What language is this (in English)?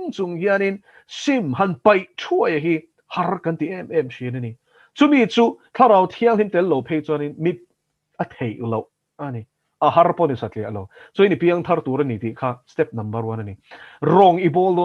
Mizo